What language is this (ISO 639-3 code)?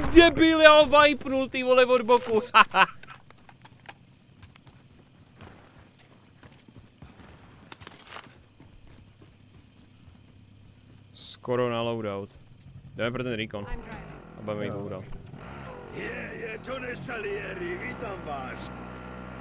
ces